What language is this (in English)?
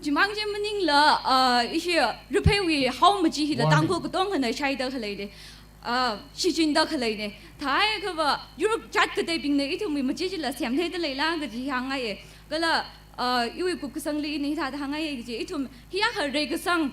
Tangkhul Naga (India)